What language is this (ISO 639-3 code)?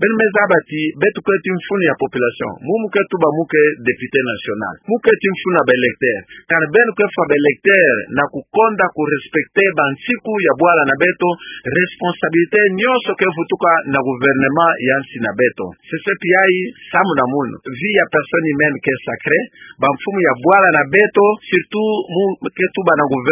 ktu